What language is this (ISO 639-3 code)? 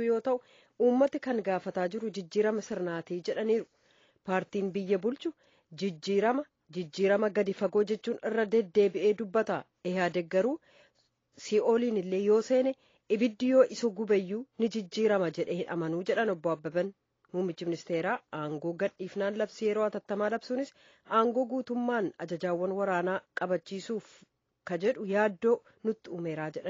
orm